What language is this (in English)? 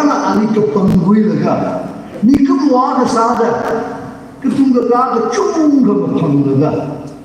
Tangkhul Naga (India)